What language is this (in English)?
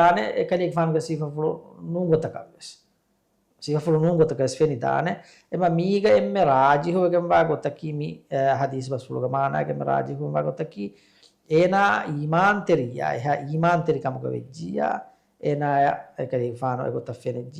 Divehi